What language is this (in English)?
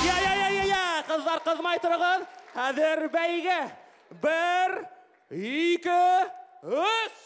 Bashkir